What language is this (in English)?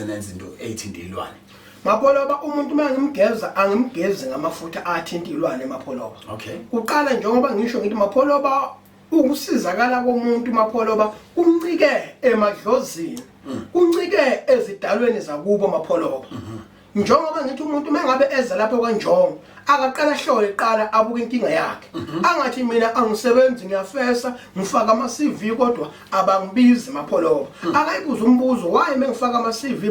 Zulu